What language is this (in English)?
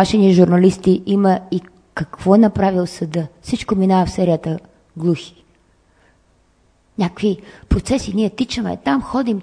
Bulgarian